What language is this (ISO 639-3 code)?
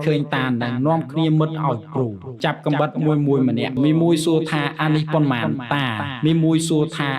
khm